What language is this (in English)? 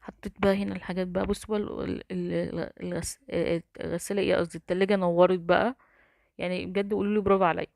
Egyptian Arabic